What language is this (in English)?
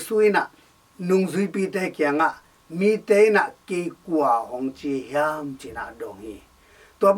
Tedim Chin